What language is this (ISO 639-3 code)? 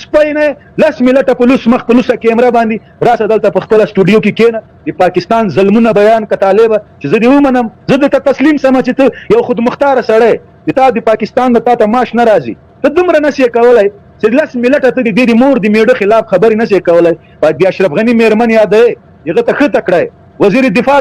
pus